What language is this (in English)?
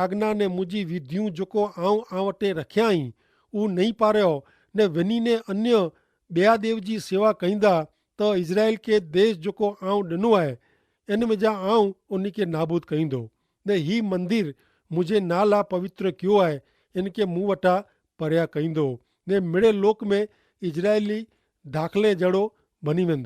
Kachhi